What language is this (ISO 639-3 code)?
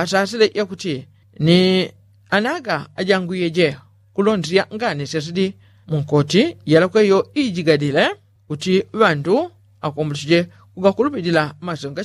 yao